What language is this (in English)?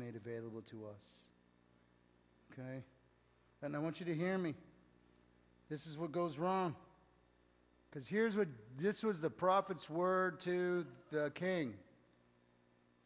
English